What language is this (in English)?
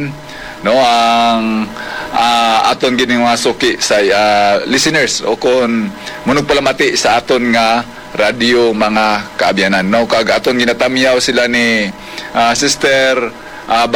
Hiligaynon